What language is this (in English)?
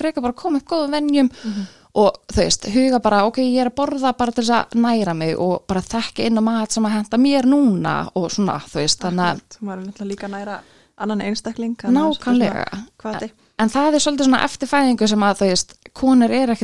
Icelandic